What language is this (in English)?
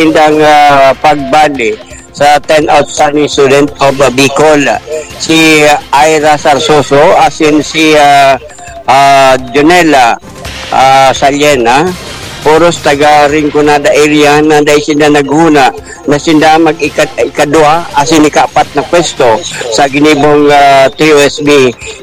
Bikol